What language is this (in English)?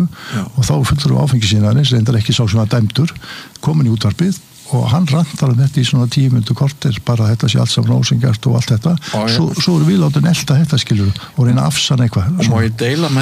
Icelandic